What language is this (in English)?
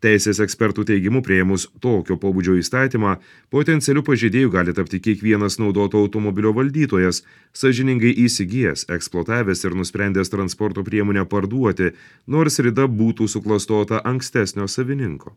Lithuanian